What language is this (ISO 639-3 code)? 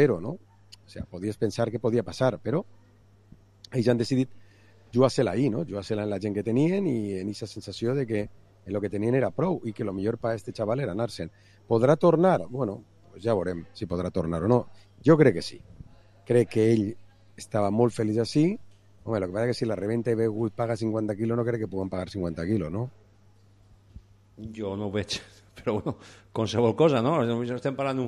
cat